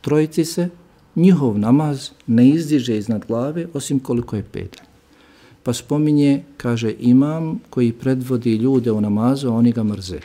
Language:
Bosnian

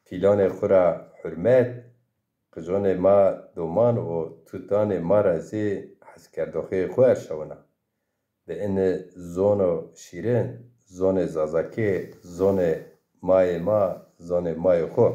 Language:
Zaza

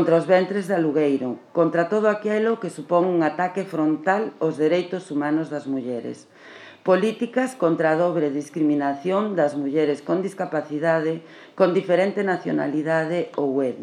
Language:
Galician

